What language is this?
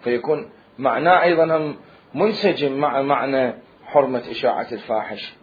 Mesopotamian Arabic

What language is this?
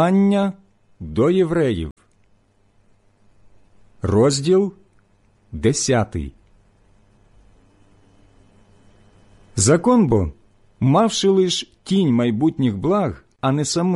Ukrainian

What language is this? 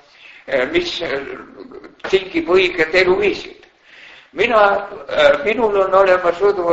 Estonian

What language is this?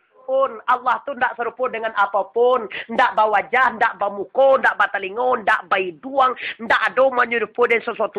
Minangkabau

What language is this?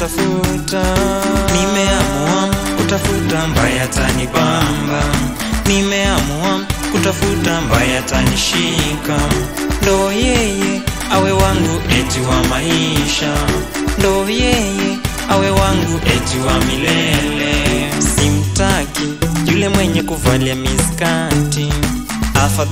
Swahili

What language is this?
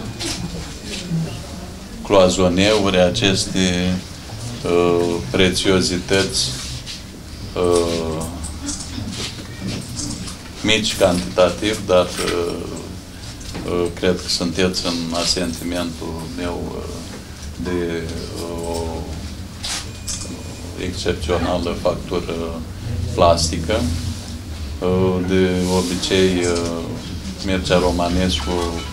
Romanian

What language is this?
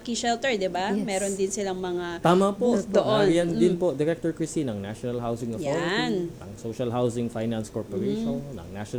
Filipino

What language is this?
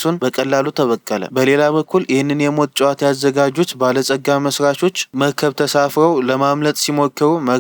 Amharic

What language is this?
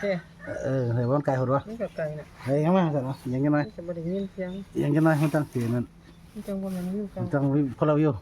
Northeastern Thai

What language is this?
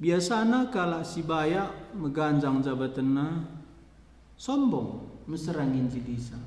Batak Karo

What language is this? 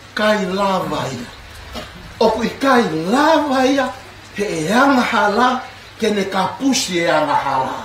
Tongan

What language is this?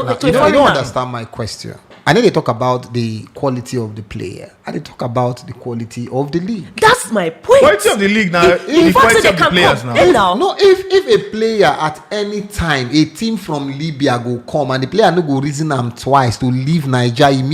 Nigerian Pidgin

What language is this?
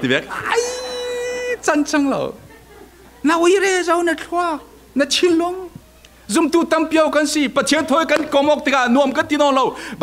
Falam Chin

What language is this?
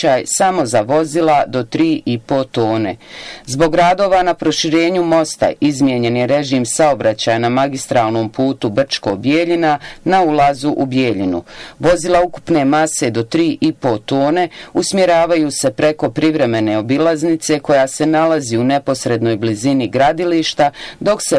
Bosnian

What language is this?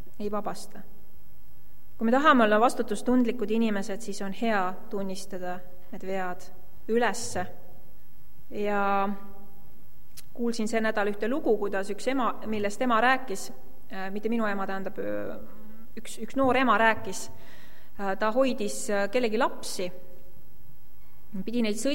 Estonian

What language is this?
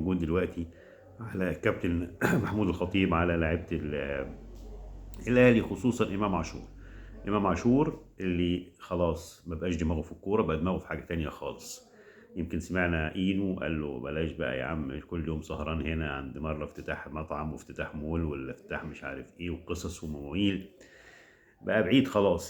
Egyptian Arabic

